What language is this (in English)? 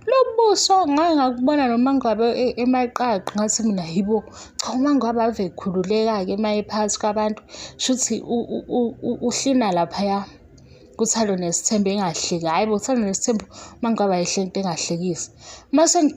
Zulu